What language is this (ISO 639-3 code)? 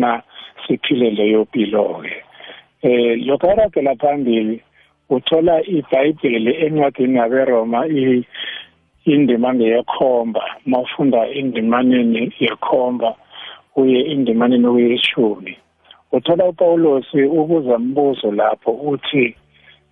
nbl